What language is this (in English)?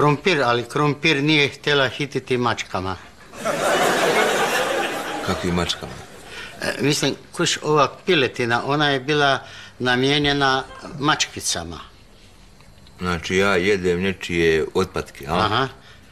Croatian